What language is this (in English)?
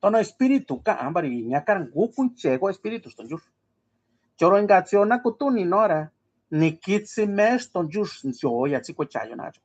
Mixtepec Mixtec